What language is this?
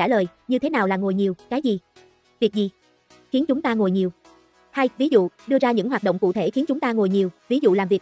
Vietnamese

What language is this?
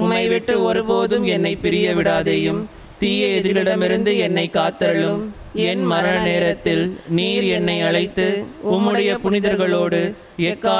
Tamil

